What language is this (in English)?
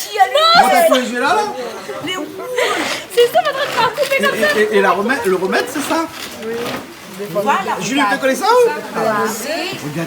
Réunion Creole French